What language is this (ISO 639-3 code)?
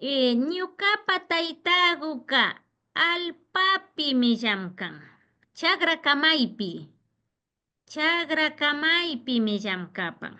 qvi